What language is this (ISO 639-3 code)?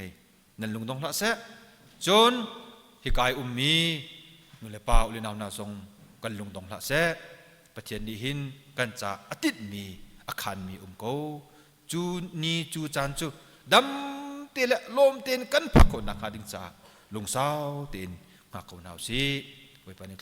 cnh